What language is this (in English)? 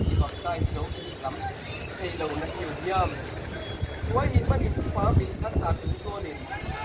Tedim Chin